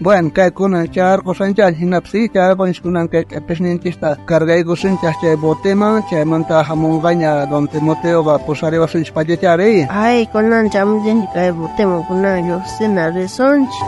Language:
South Bolivian Quechua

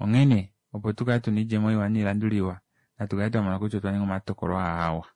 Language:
Kuanyama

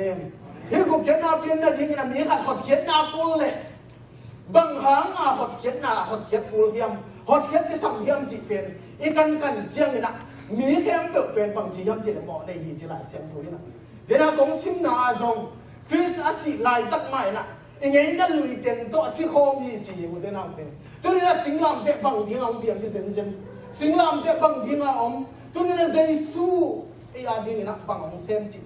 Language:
Tedim Chin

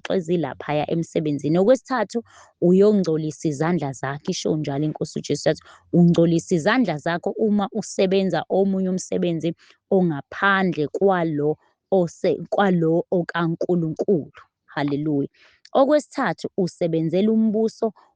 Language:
Zulu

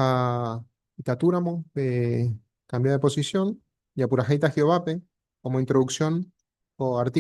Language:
Guarani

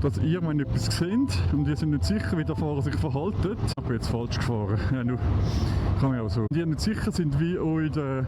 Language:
Swiss German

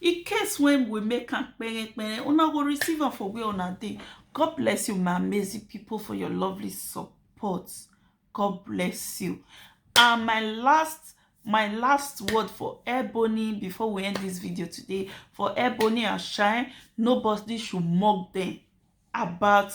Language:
Nigerian Pidgin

